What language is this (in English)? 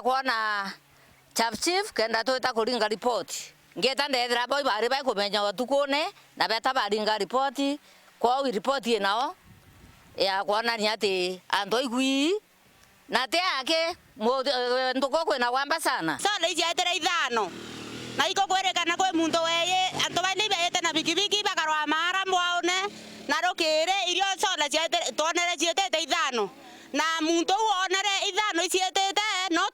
Meru